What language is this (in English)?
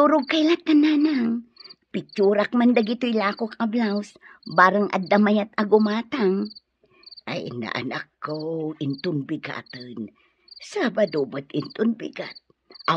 Iloko